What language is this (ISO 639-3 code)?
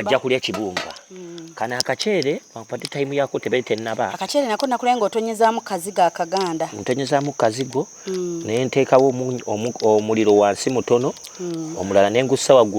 lug